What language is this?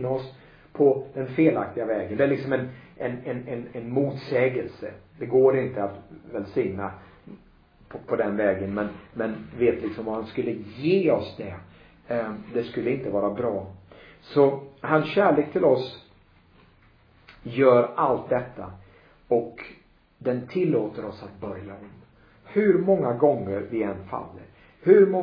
Swedish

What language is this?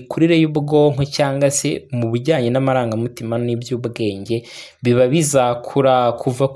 Kinyarwanda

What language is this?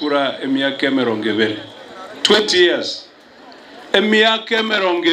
Gusii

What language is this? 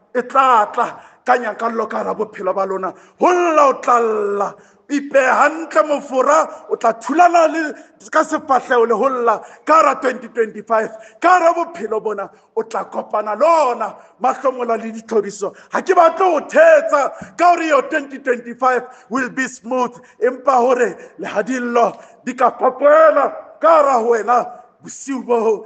Southern Sotho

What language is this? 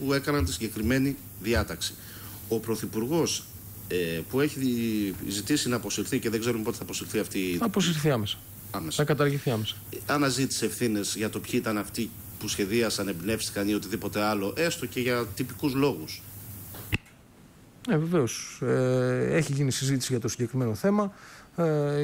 Greek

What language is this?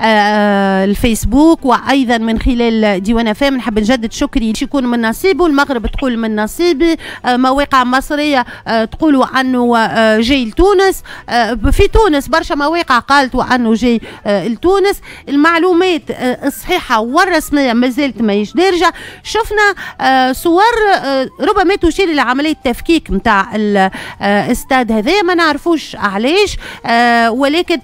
Tunisian Arabic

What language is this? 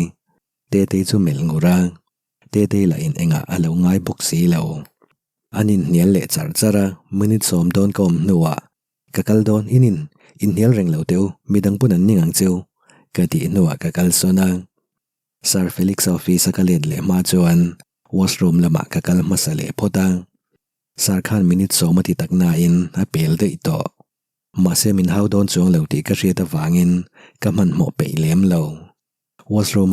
Mizo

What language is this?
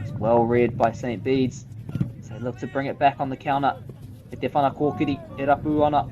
Māori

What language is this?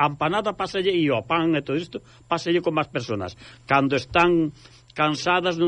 Galician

